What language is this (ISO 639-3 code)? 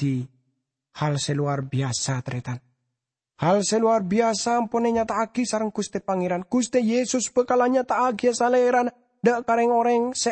mad